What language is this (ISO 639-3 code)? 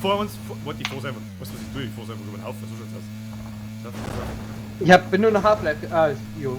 bar